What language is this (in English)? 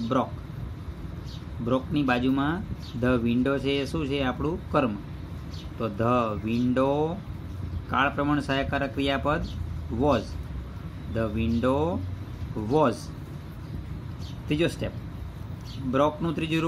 Gujarati